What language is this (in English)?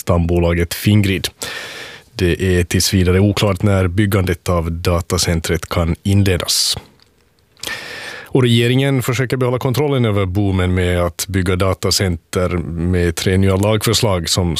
Swedish